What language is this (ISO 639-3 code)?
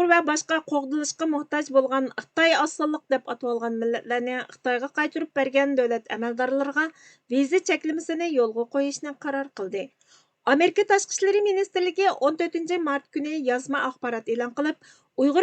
uig